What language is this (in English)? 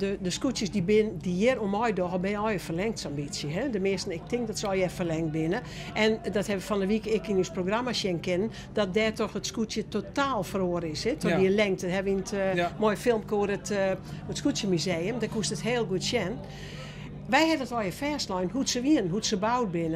Western Frisian